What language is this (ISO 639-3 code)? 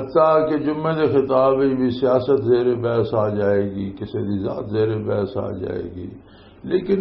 lah